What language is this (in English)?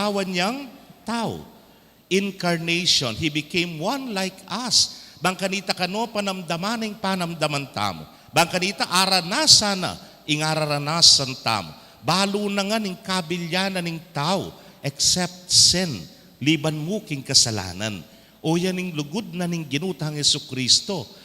Pampanga